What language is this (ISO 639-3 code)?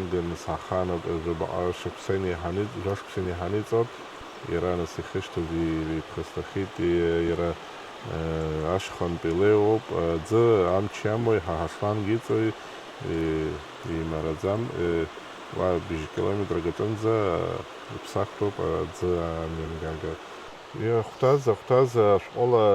abk